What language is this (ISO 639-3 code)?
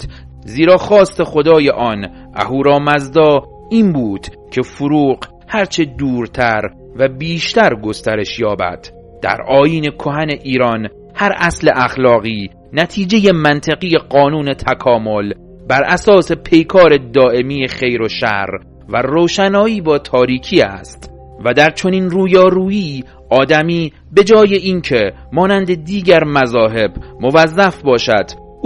fas